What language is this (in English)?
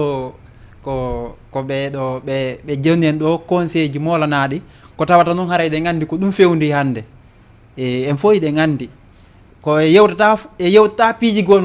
Fula